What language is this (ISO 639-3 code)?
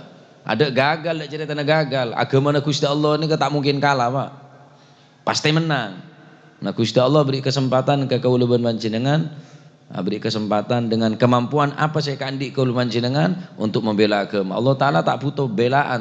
mad